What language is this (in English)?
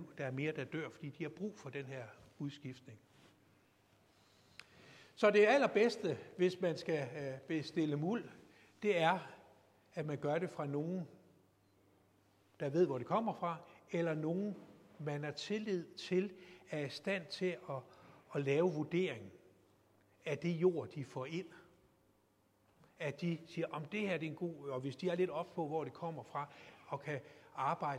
Danish